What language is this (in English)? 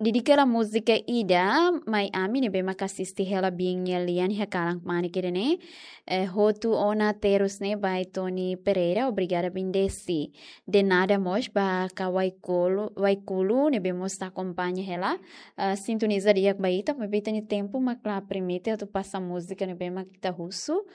Tetum